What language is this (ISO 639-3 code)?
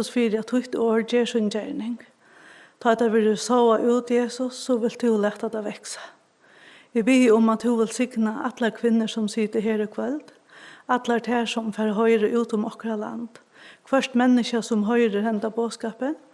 fao